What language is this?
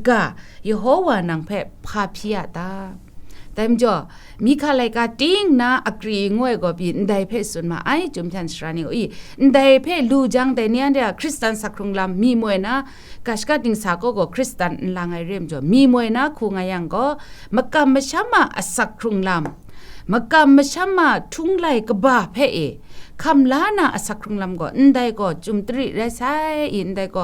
Kachin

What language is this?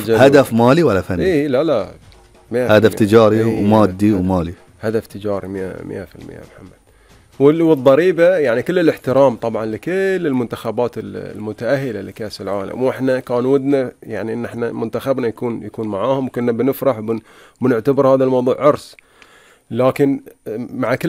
Gulf Arabic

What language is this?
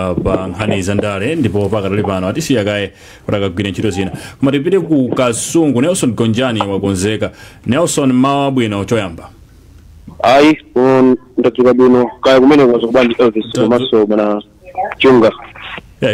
Nyanja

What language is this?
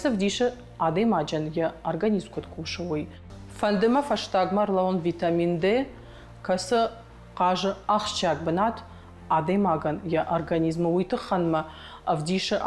Ossetic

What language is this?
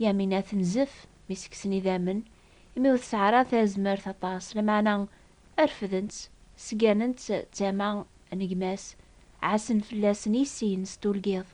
Kabyle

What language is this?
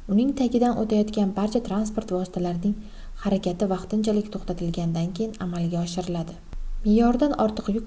Uzbek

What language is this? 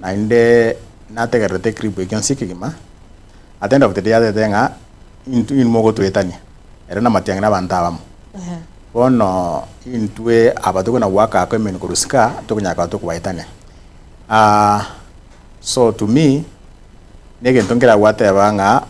Gusii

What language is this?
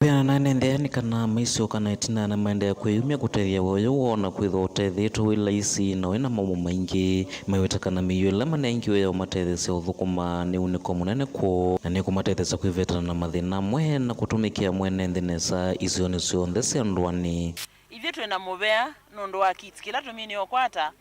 Kamba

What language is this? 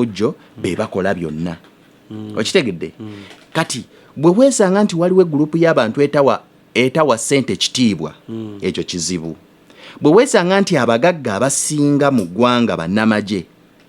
Ganda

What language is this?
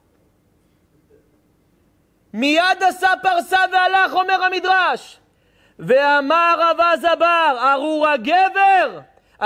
Hebrew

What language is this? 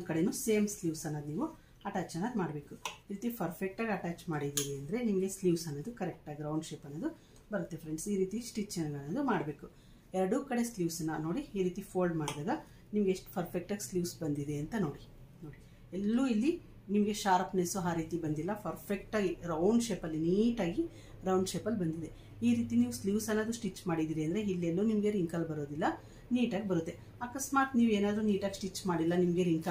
Kannada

